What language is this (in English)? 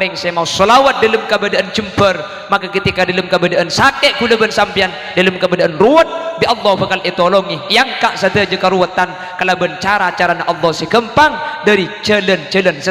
Madurese